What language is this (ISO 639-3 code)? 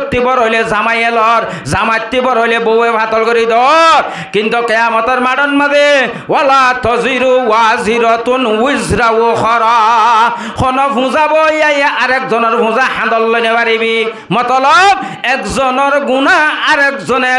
rhg